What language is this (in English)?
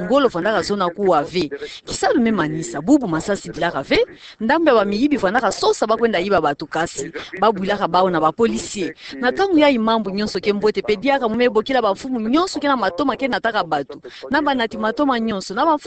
Kituba (Democratic Republic of Congo)